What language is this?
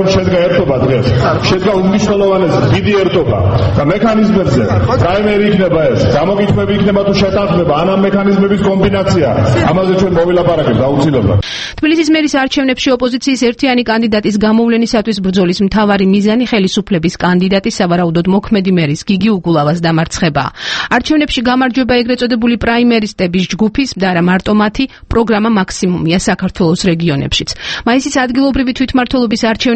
Georgian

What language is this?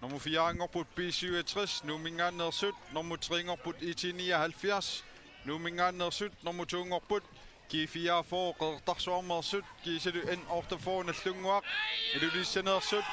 Kalaallisut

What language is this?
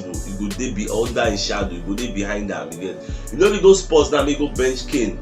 Nigerian Pidgin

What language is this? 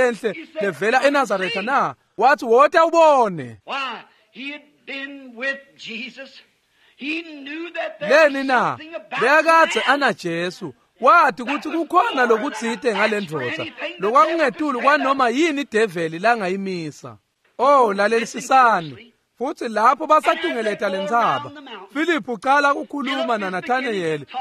Swati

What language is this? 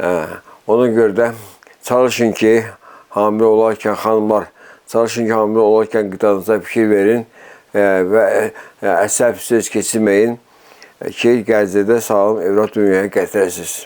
Azerbaijani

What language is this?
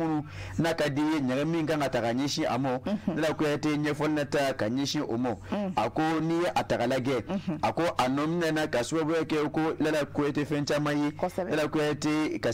Bambara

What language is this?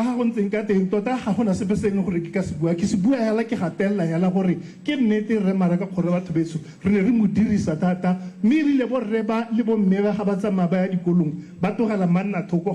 Tswana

